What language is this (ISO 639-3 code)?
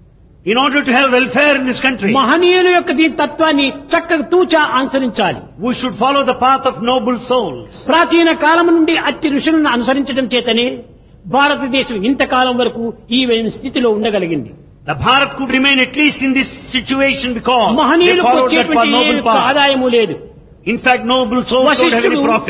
tel